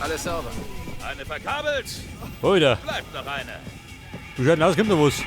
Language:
Bavarian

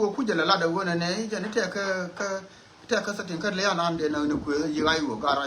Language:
Nuer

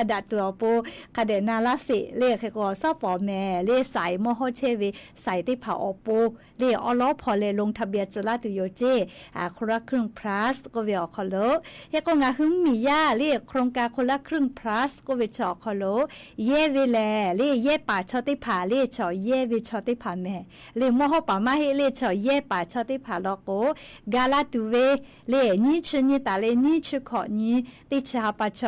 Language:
Lahu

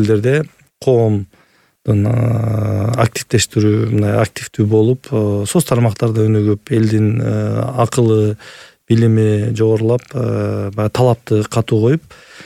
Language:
Kyrgyz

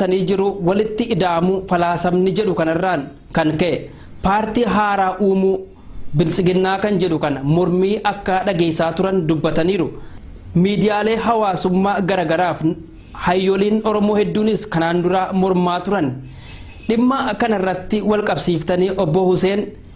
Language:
Oromo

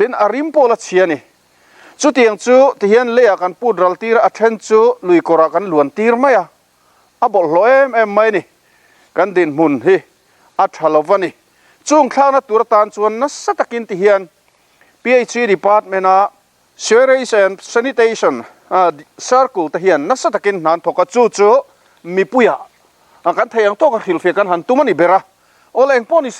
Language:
Mizo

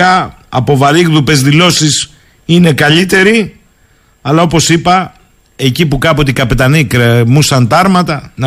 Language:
Greek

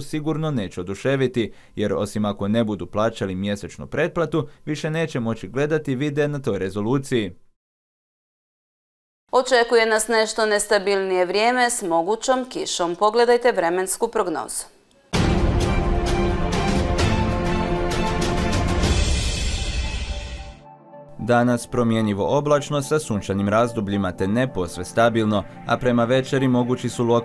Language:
Croatian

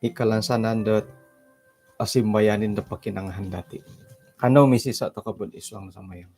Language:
Central Dusun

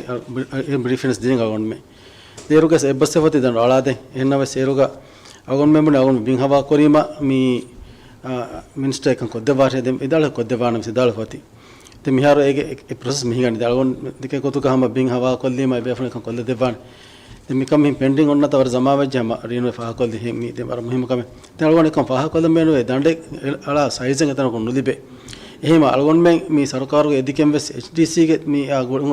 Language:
Divehi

